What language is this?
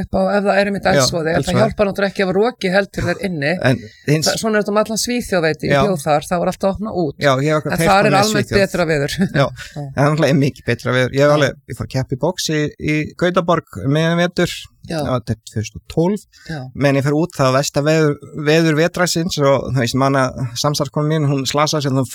Icelandic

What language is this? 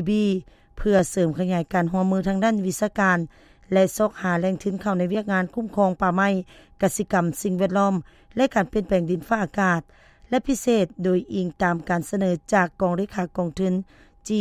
Lao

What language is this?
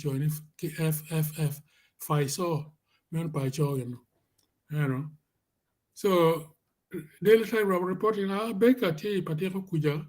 Acoli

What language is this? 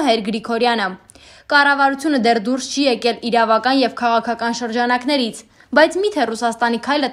Armenian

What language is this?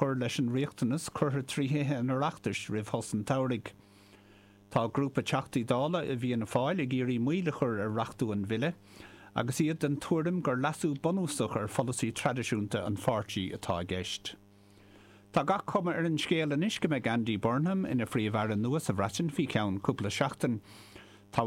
Irish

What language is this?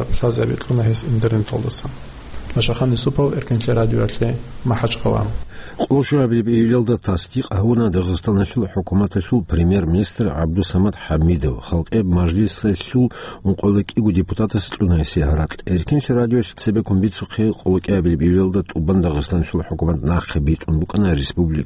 Avaric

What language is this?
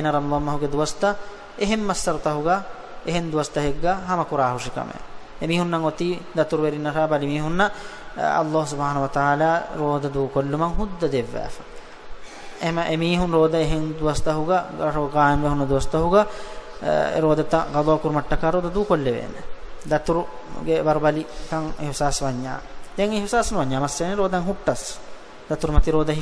Divehi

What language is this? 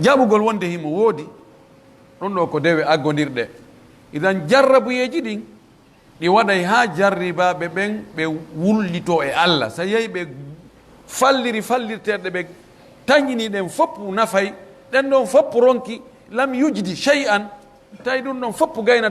Pular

